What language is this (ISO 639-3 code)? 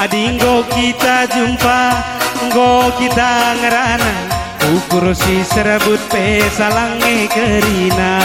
btx